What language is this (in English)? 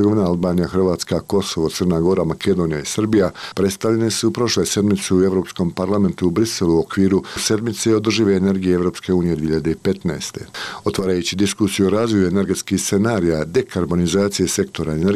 Bosnian